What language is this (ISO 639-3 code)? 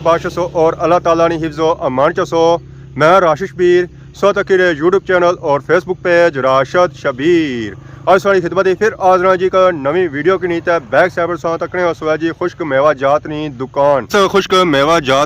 phr